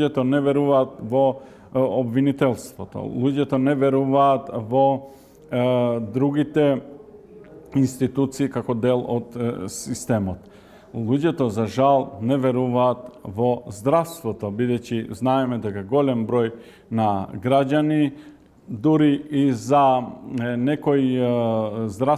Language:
Macedonian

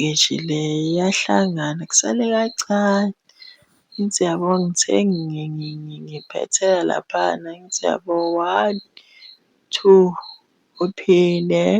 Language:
Zulu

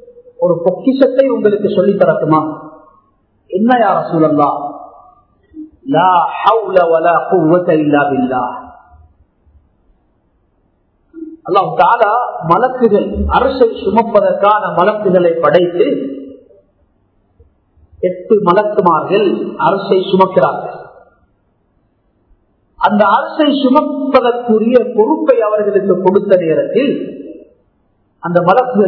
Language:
Tamil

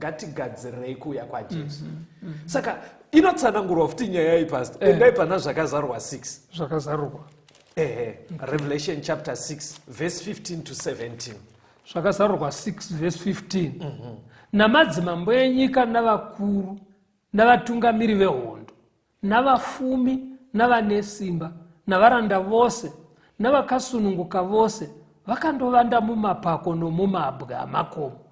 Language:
Shona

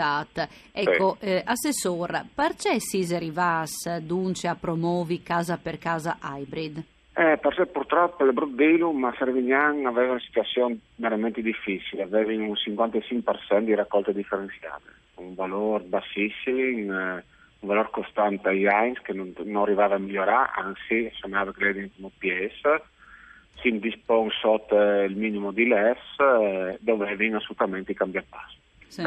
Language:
Friulian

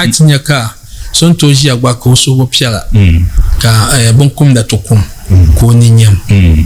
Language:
Dagbani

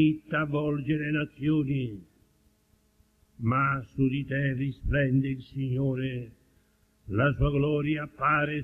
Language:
Italian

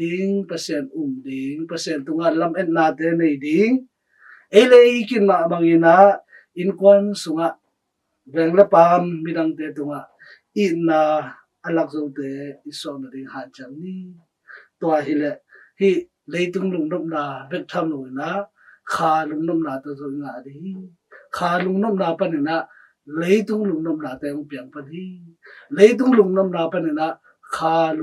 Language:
Tedim Chin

